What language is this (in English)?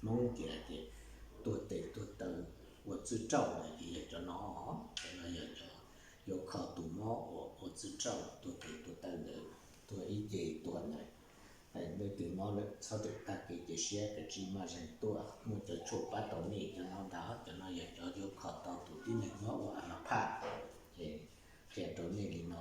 Hmong